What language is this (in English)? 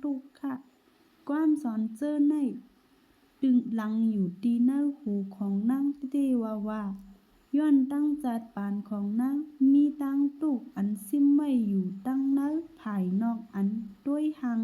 Shan